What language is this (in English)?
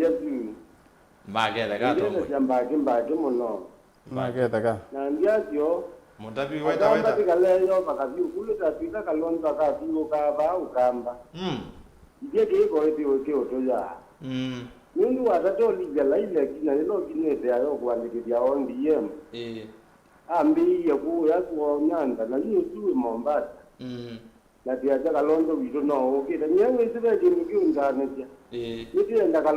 Kamba